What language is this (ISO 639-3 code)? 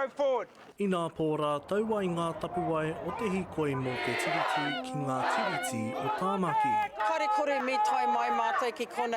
mri